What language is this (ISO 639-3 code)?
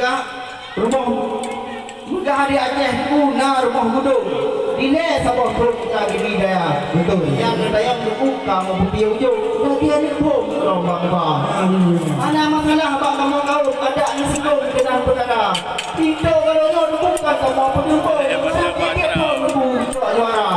ace